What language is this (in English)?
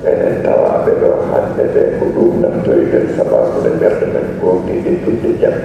Fula